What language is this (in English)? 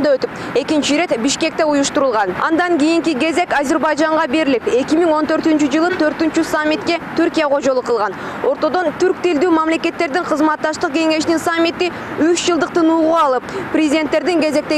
Kyrgyz